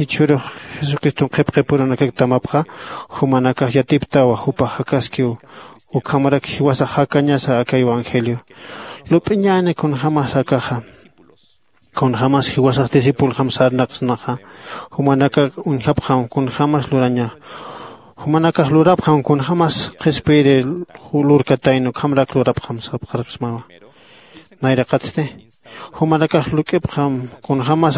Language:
Aymara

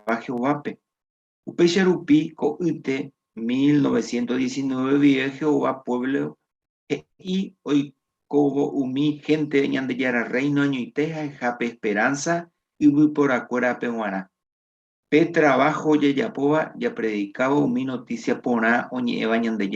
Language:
Guarani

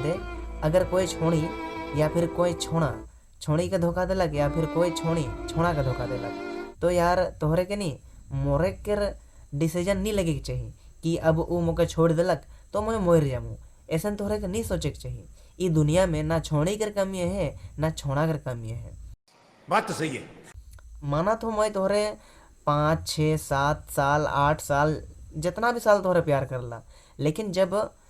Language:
Sadri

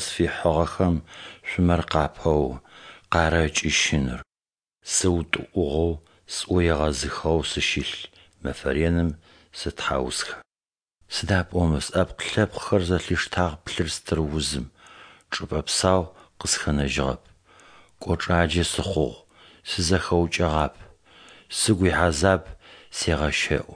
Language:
Adyghe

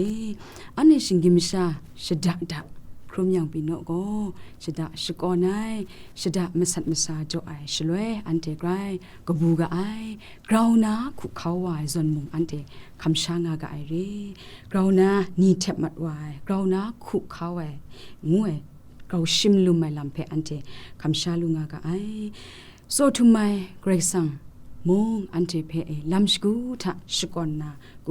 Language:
Kachin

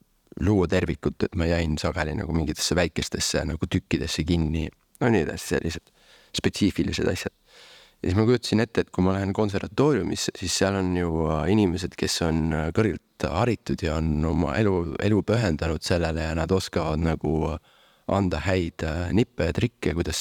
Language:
Estonian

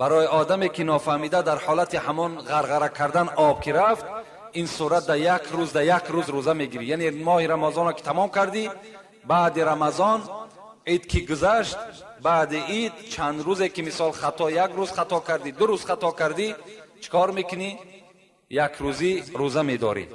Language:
Tajik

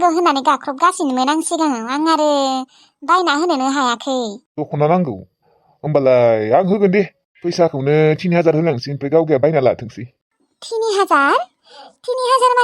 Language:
Bodo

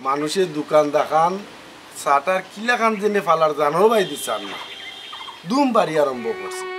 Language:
Sylheti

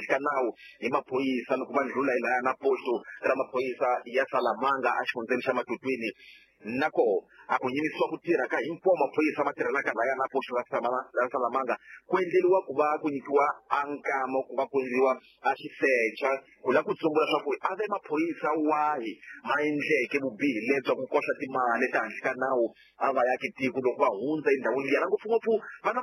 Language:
Tsonga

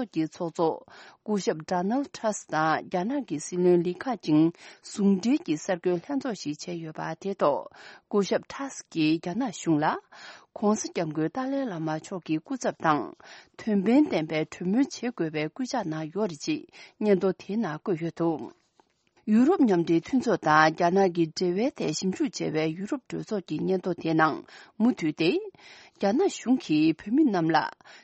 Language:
Tibetan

